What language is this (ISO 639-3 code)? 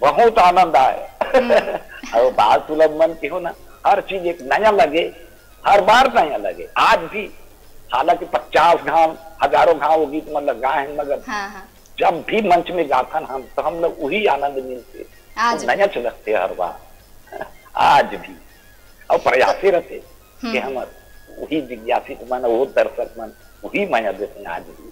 hne